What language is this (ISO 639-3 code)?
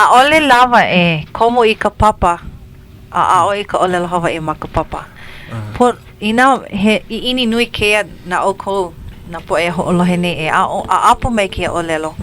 haw